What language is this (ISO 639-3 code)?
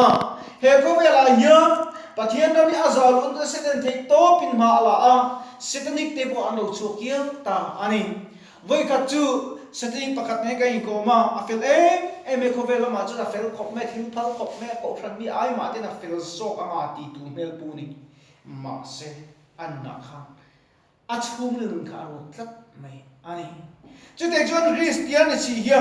lus